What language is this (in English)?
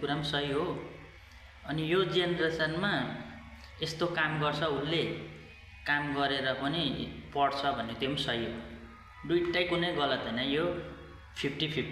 Nepali